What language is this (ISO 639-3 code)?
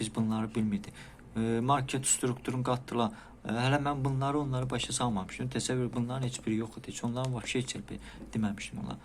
aze